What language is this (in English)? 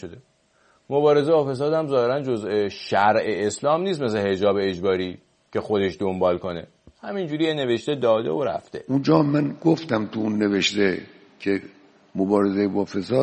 Persian